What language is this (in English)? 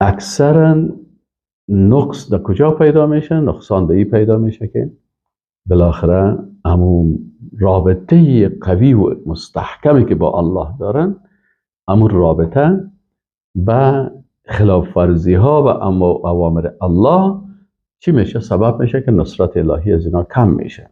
Persian